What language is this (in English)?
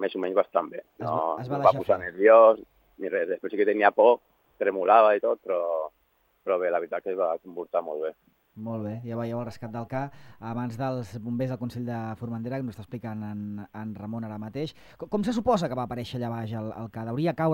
Catalan